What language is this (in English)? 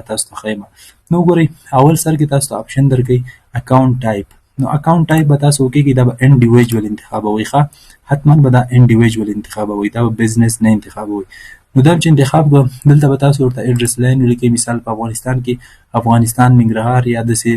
Pashto